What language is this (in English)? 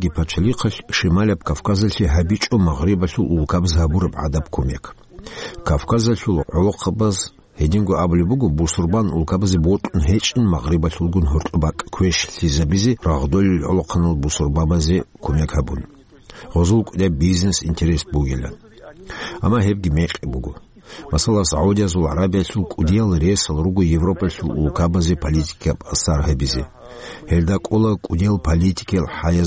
Avaric